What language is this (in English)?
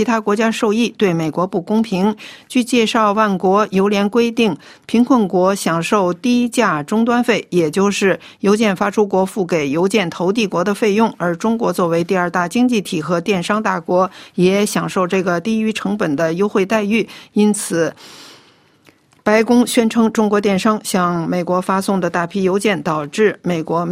Chinese